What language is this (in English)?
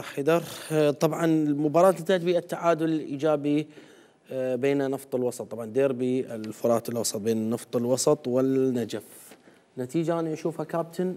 Mesopotamian Arabic